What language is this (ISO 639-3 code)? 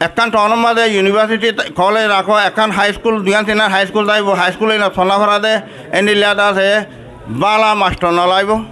rhg